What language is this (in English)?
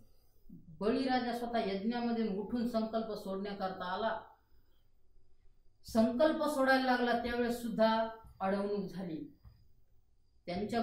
Marathi